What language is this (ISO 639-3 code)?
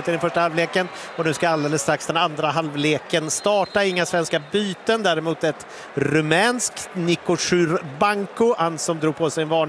swe